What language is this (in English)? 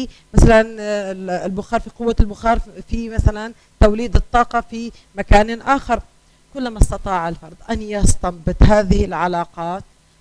Arabic